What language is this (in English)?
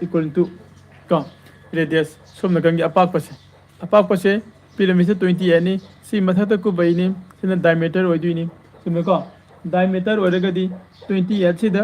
Manipuri